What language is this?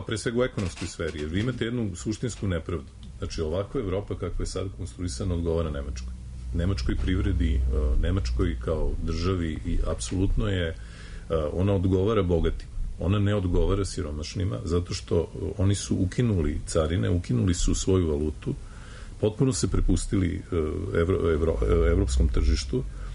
Serbian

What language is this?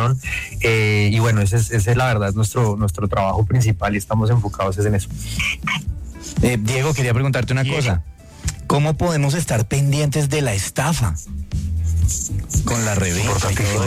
Spanish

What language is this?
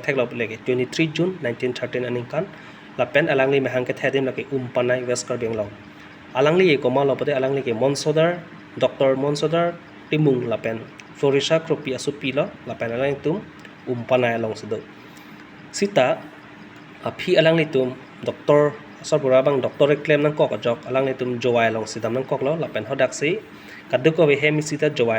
Karbi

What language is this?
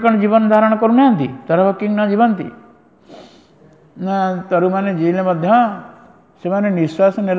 Odia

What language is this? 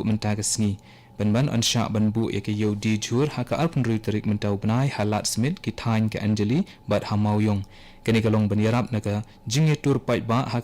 Khasi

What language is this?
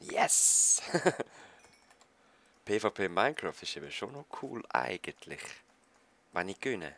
Swiss German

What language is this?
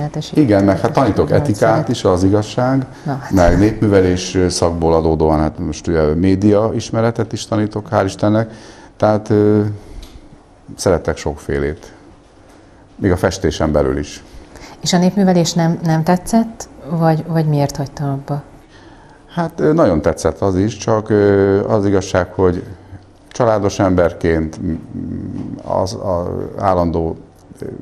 Hungarian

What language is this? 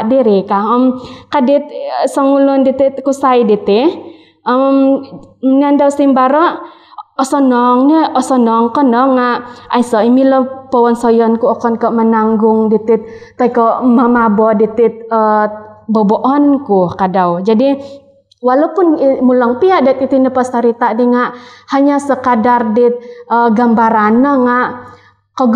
Central Dusun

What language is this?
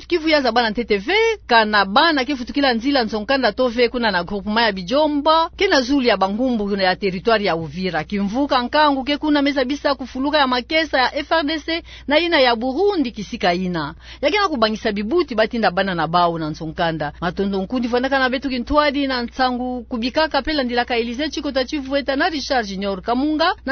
Kituba (Democratic Republic of Congo)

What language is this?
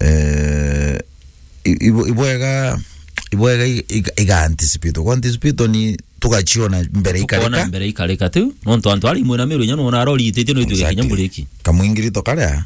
Meru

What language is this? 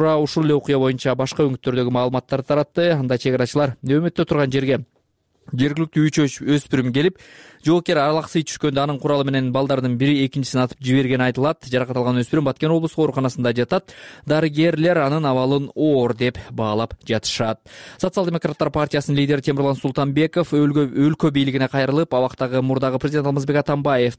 Kyrgyz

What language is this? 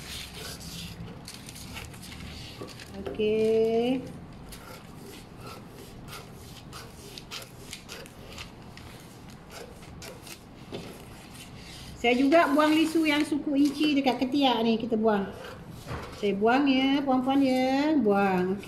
Malay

